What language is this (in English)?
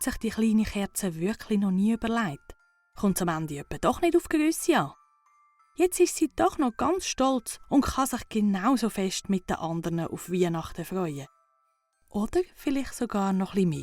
Swiss German